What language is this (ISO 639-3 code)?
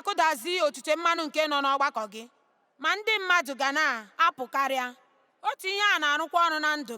ibo